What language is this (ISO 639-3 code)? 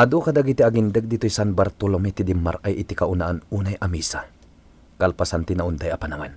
ilo